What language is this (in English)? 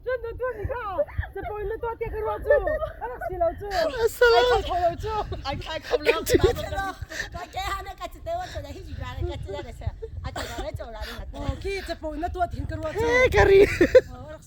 Hakha Chin